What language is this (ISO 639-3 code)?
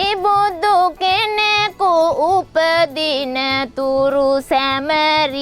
sin